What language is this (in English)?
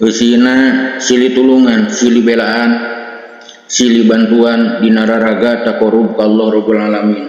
Sundanese